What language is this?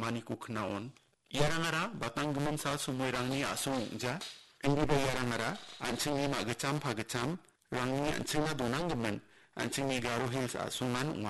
Garo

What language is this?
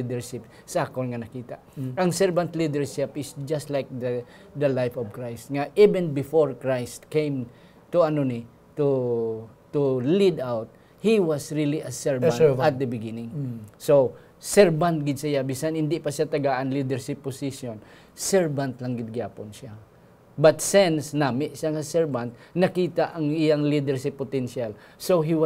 Hiligaynon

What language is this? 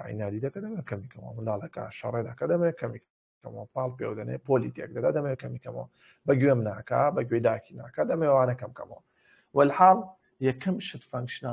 Central Kurdish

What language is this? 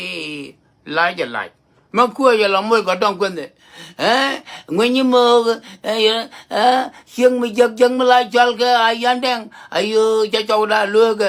Nuer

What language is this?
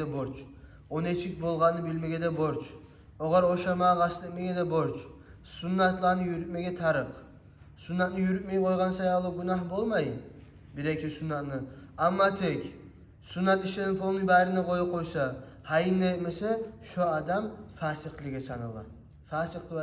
Kumyk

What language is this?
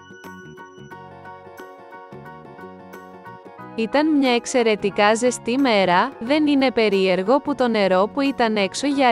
Greek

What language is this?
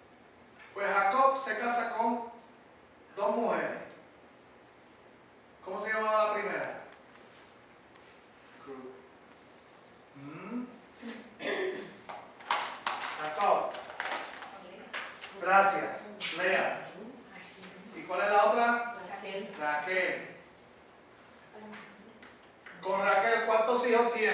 Spanish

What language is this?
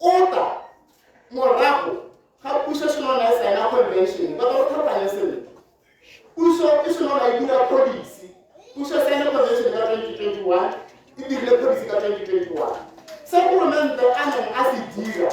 Tswana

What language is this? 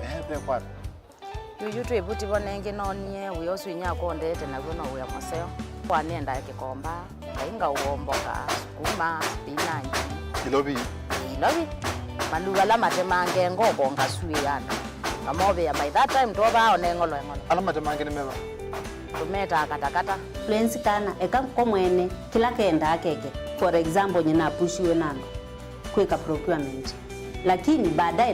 Kamba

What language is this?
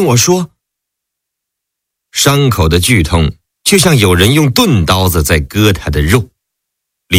Chinese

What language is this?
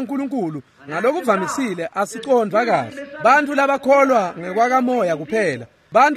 Swati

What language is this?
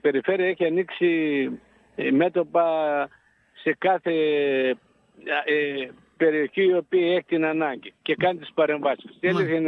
Greek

